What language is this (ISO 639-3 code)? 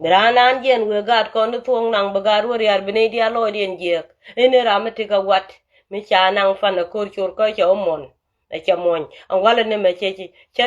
nus